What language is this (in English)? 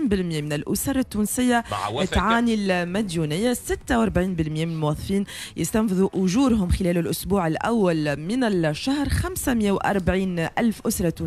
Tunisian Arabic